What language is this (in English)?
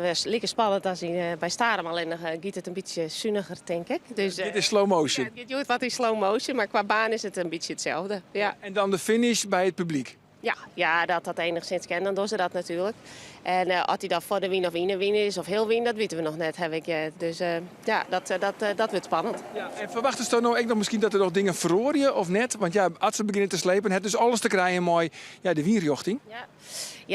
Western Frisian